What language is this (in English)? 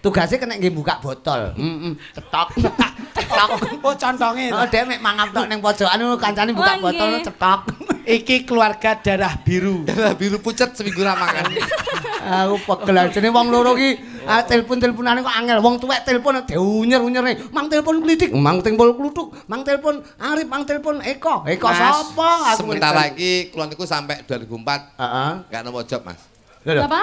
Javanese